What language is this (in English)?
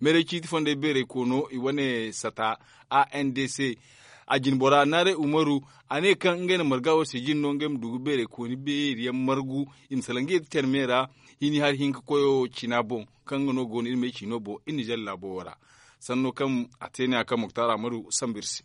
Zarma